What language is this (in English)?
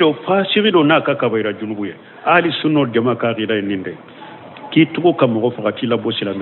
Bambara